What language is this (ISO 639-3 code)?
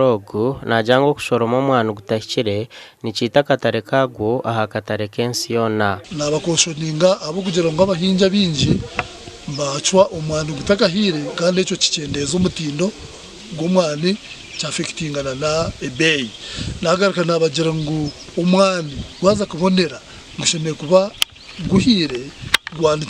nyn